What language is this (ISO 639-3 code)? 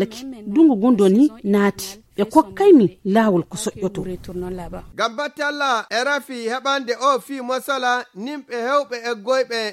ful